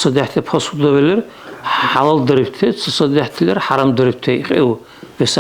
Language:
Dargwa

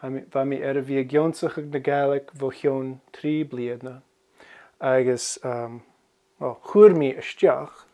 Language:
Scottish Gaelic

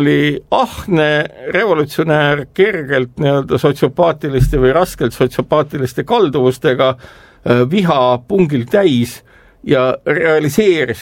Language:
Estonian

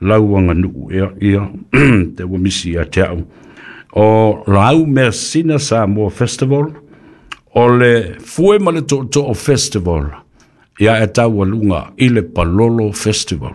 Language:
Samoan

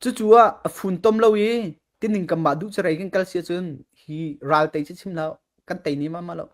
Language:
Falam Chin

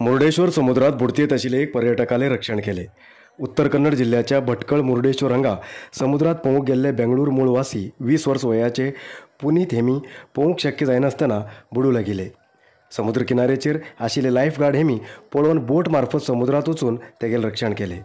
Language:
Konkani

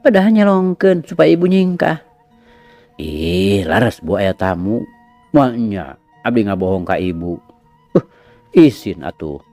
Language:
Sundanese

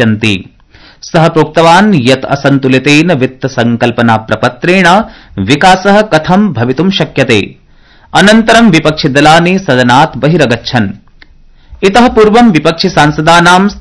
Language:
Sanskrit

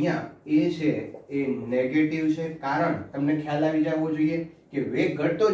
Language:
Gujarati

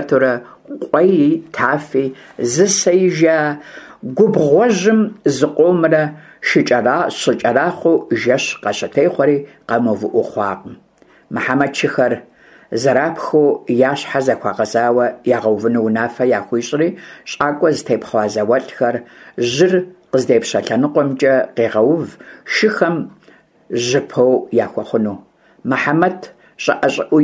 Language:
Kabardian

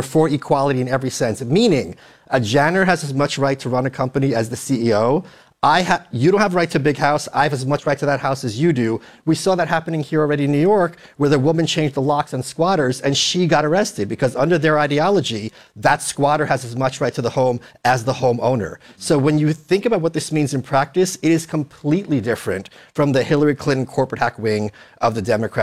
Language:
English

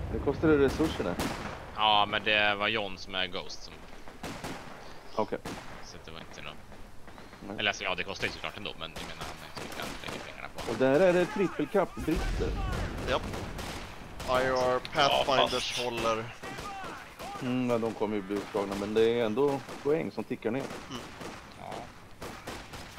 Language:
Swedish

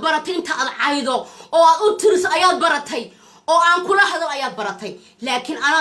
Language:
Somali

